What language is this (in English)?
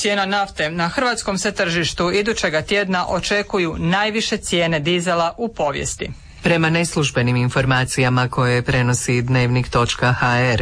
Croatian